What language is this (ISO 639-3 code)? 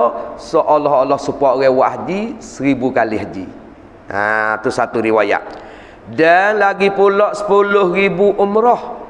msa